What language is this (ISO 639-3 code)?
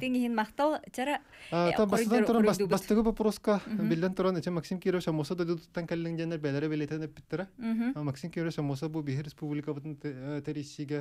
sah